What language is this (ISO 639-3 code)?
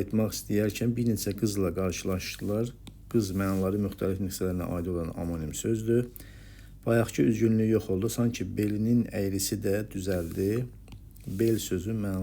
aze